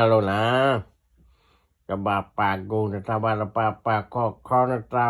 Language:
S'gaw Karen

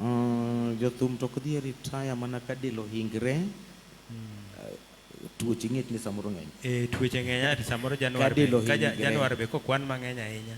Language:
Luo (Kenya and Tanzania)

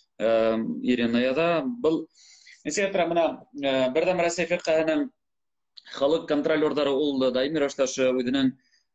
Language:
Bashkir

